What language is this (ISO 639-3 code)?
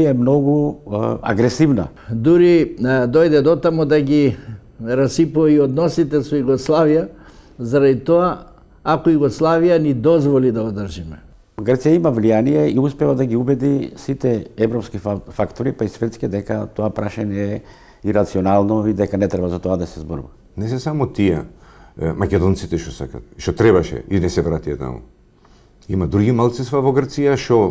mkd